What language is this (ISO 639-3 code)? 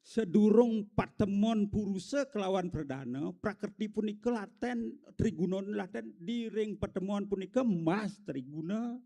ban